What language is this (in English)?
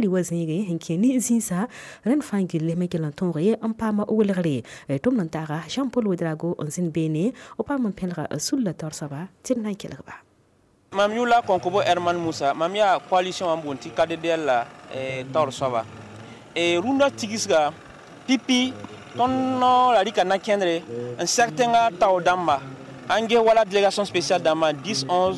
Mossi